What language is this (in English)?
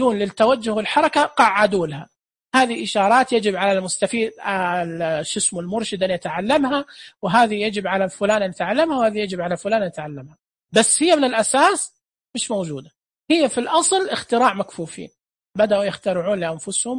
Najdi Arabic